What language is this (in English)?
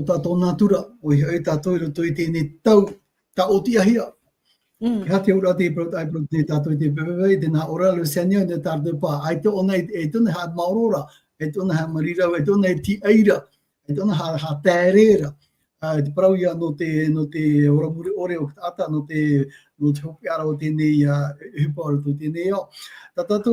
Tahitian